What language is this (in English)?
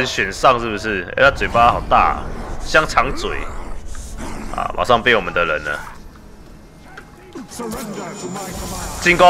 Chinese